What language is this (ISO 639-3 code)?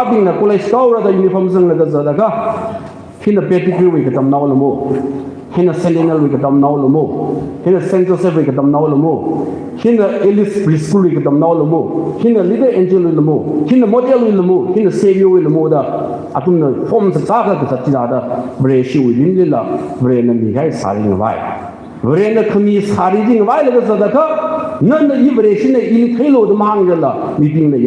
nmf